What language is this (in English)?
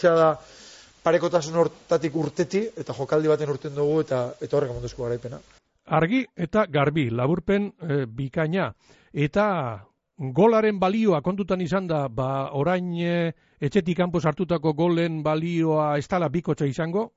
Basque